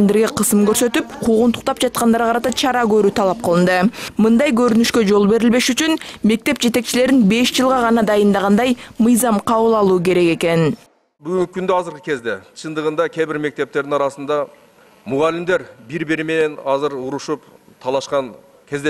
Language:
Kyrgyz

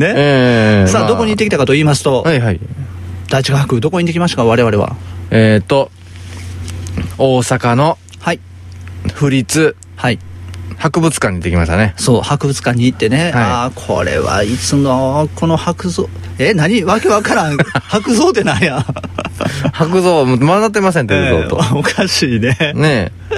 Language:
Japanese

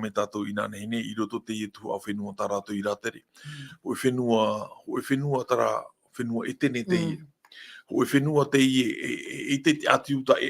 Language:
Tahitian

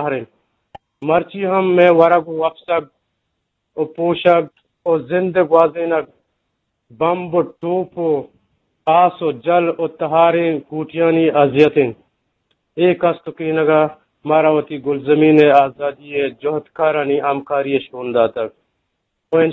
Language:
Eastern Balochi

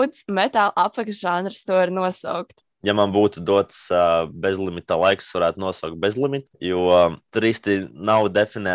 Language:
Latvian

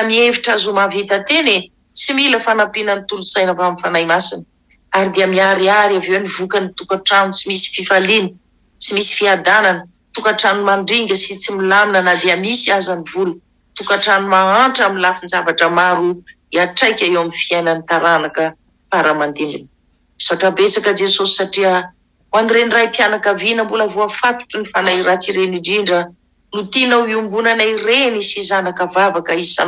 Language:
Malagasy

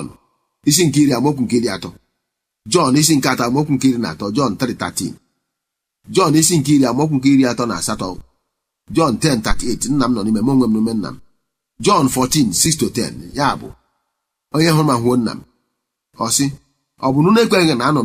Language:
Igbo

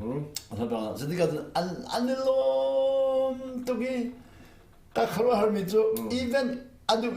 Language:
Hakha Chin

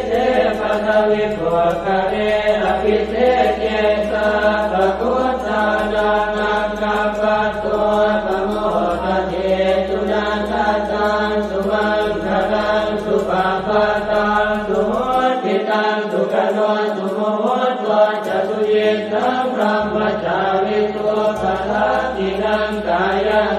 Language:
Pali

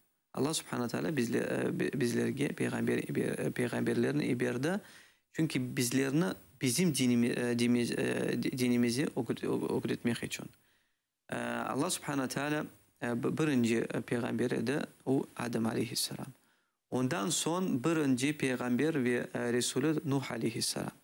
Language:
Crimean Tatar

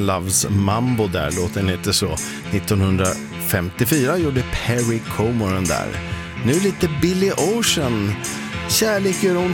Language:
Swedish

